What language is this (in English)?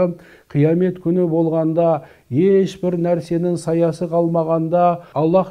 Kazakh